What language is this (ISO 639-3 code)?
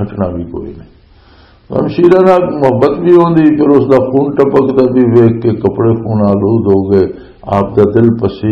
lah